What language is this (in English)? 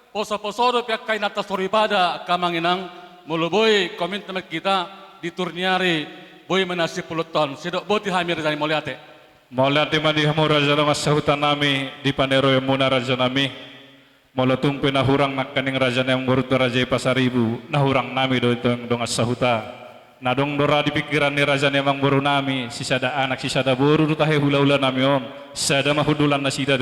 Batak Toba